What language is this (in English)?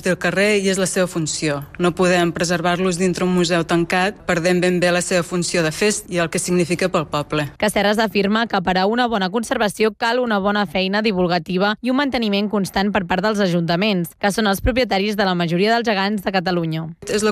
Catalan